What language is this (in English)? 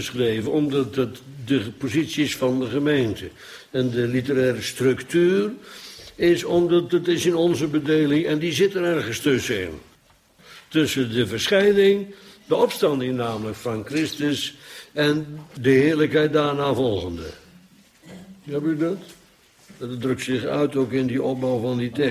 Dutch